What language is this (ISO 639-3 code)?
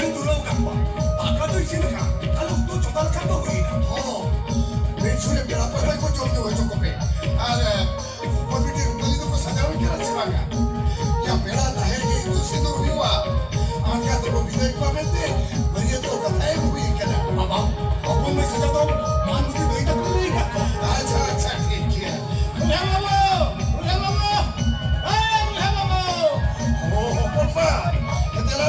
sat